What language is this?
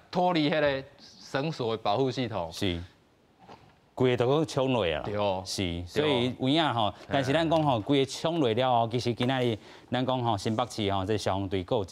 Min Nan Chinese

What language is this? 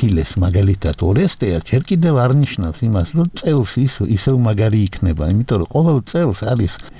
Georgian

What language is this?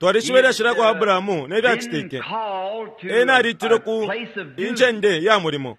Bemba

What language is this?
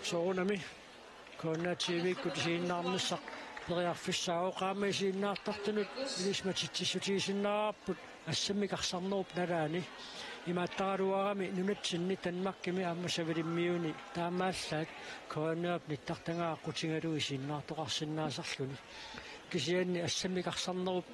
Kalaallisut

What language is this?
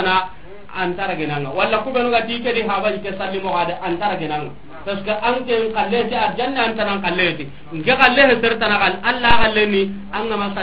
Soninke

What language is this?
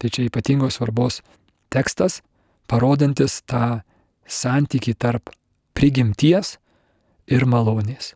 Lithuanian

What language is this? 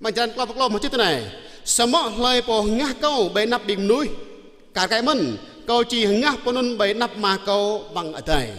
Jarai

